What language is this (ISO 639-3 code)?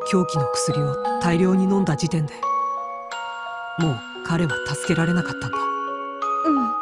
jpn